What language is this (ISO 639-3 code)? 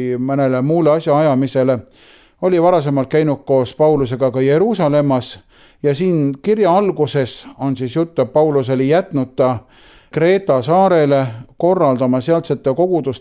est